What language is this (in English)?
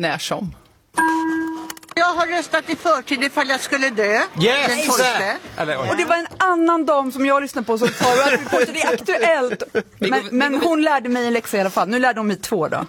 Swedish